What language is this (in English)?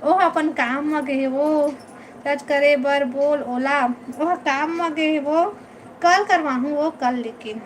Chhattisgarhi